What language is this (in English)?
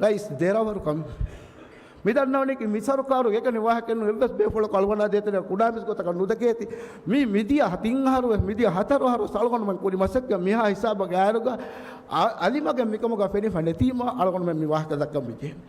Divehi